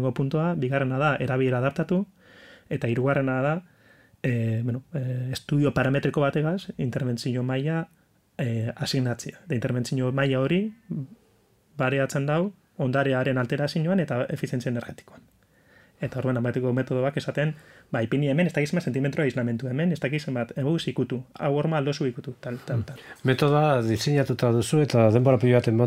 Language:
Basque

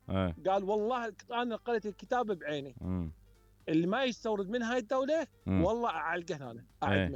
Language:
Mesopotamian Arabic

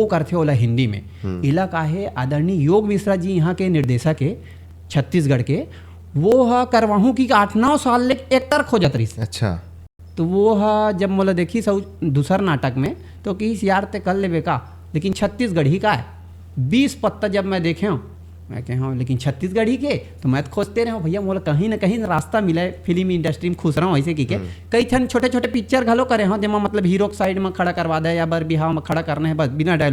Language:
Chhattisgarhi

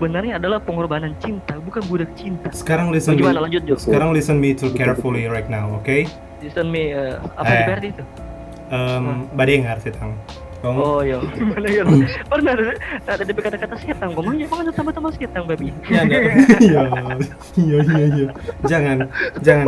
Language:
Manado Malay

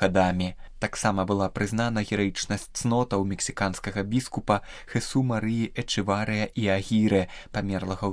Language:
Belarusian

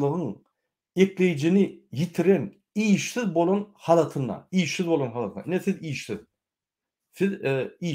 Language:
Turkmen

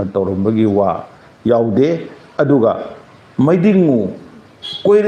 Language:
Manipuri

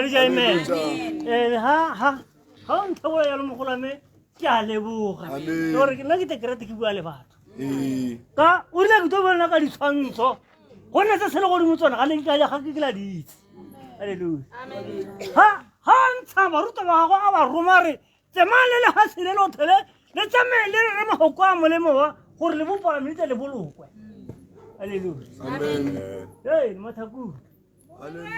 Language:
Tswana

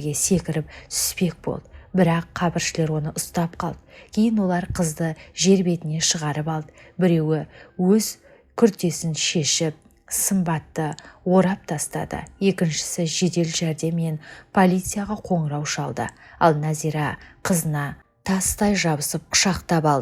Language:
Kazakh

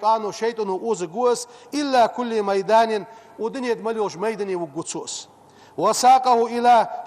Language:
Ingush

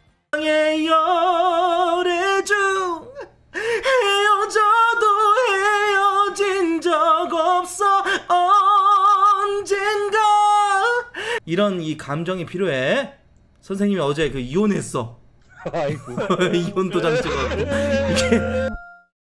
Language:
Korean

